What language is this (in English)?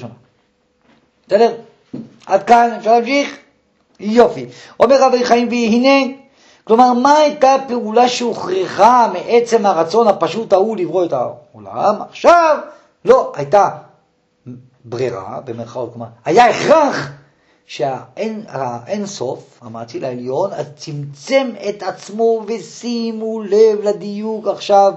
Hebrew